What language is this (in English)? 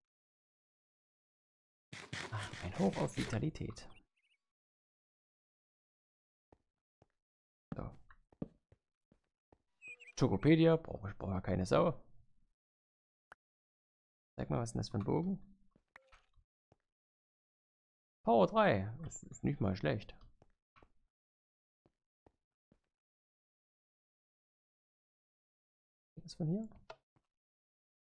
German